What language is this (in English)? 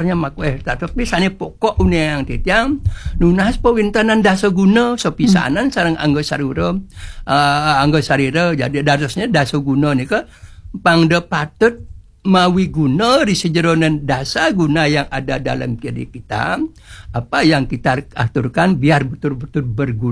Balinese